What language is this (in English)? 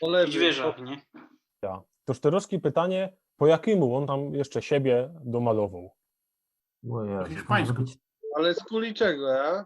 Silesian